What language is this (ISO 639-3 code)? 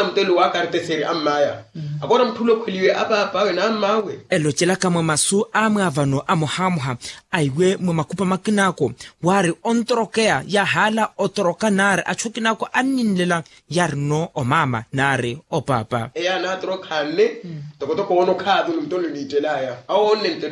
vmw